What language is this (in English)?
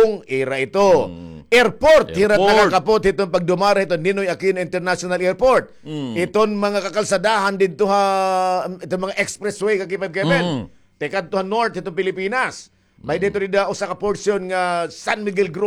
Waray